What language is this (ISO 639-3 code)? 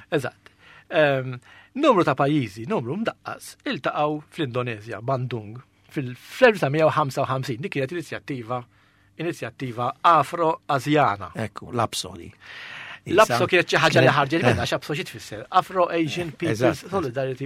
mlt